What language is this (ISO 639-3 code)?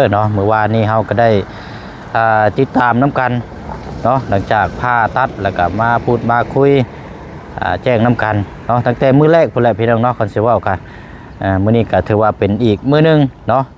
lao